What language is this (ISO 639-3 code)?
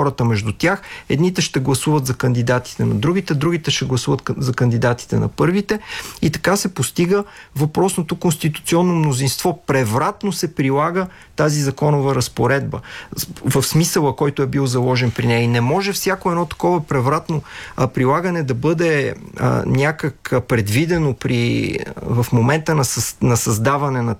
bul